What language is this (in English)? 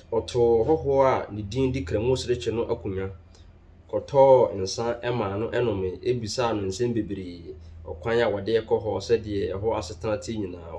Akan